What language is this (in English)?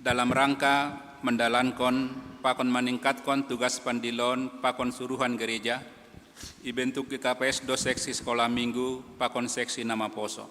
Batak Simalungun